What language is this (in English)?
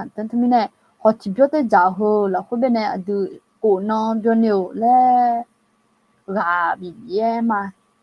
Akha